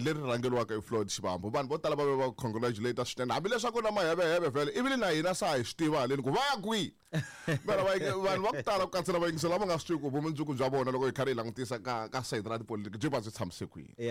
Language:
Tsonga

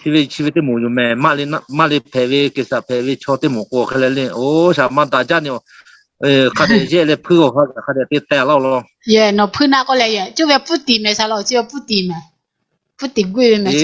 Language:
Lahu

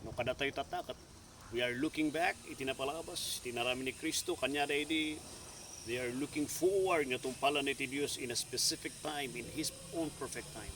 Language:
Iloko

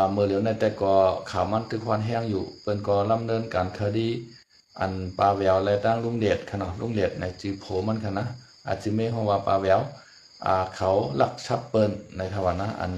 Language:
Shan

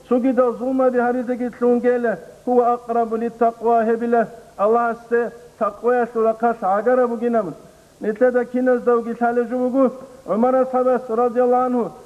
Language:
Avaric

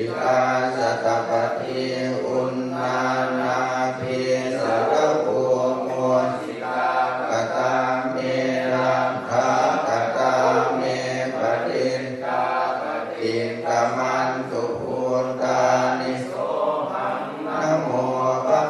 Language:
Pali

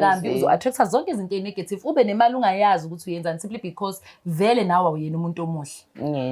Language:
Zulu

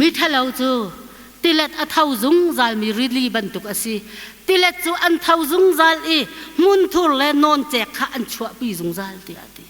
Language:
Hakha Chin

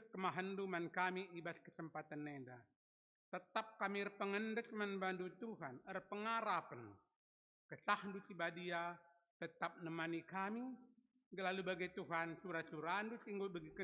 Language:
Batak Karo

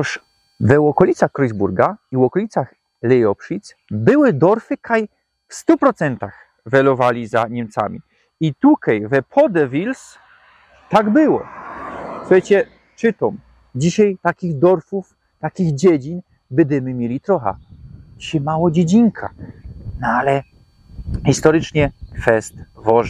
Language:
Silesian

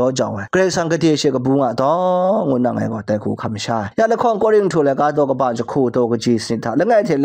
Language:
Kachin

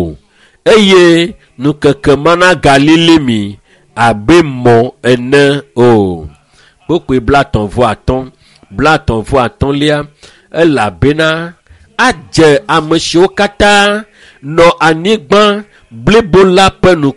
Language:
Ewe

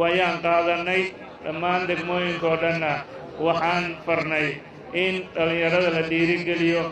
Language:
Somali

